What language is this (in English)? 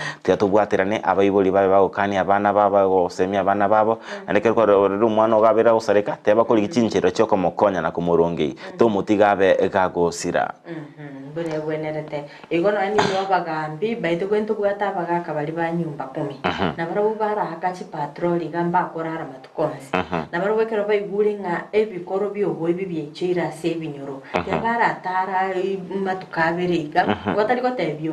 Gusii